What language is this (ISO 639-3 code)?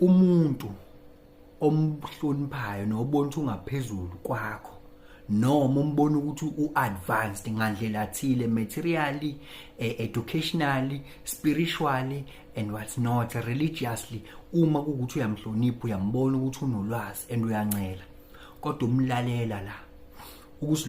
zul